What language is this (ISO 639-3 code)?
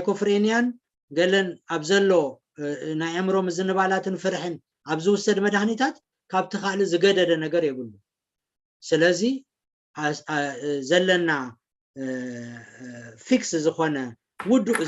tir